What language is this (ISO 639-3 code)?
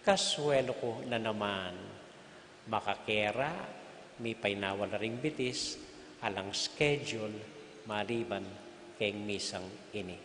pam